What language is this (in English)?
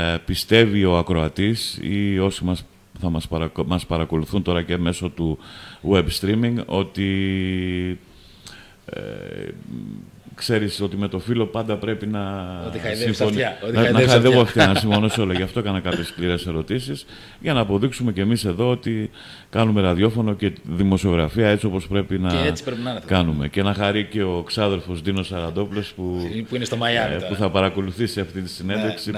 Greek